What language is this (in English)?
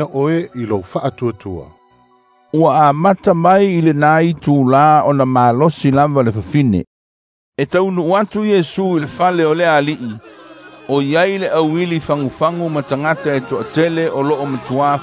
Samoan